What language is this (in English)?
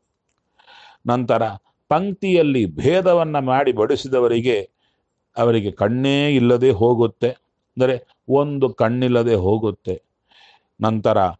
Kannada